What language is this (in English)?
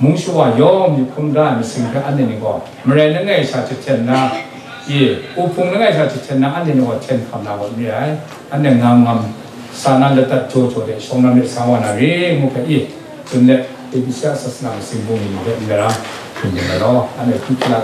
Kachin